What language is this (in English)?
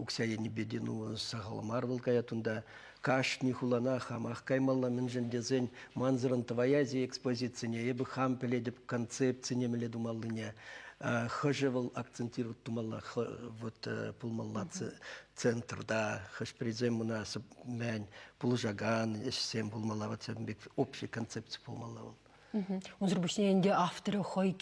Chuvash